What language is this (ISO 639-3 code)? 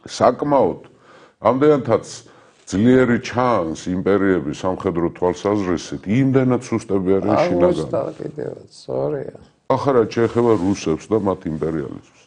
kat